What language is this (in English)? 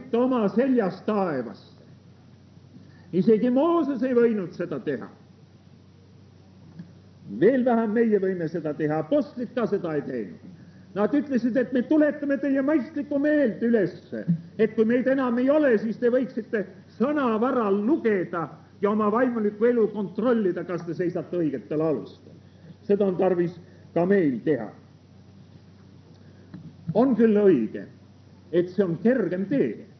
Estonian